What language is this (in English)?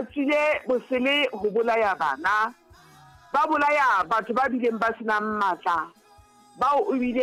Southern Sotho